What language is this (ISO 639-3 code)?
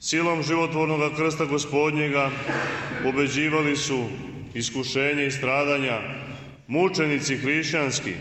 srp